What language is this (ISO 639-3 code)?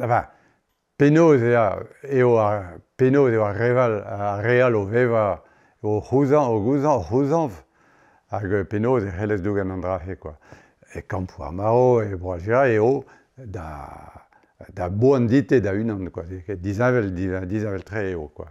bre